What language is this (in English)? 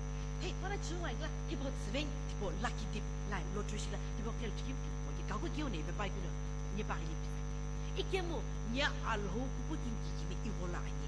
Sumi Naga